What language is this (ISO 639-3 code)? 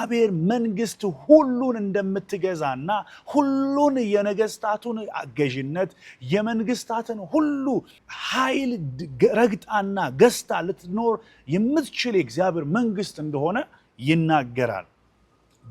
amh